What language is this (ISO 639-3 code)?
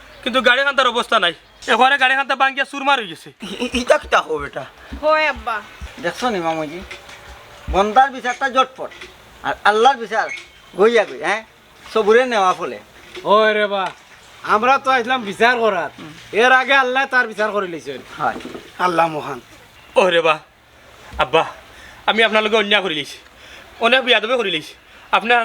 syl